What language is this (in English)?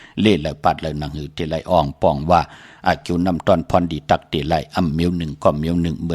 Shan